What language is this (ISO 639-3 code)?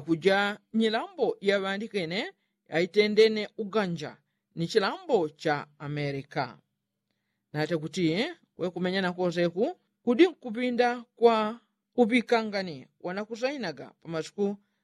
yao